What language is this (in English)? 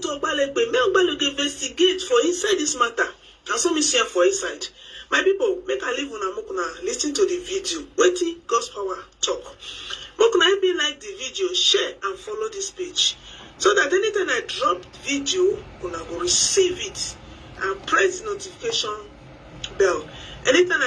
Nigerian Pidgin